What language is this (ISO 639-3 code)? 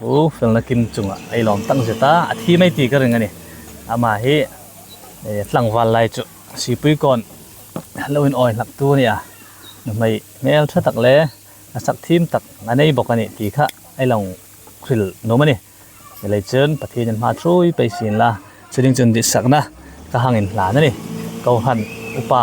hmr